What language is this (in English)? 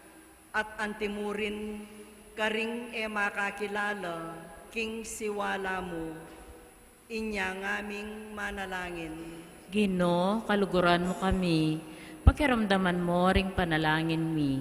Pampanga